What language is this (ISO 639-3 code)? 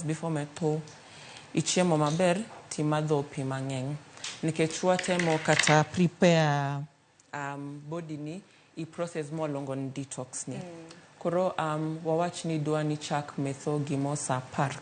luo